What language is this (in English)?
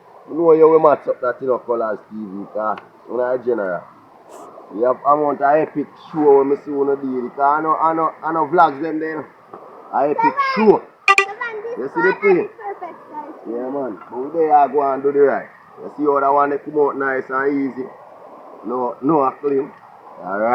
Jamaican Creole English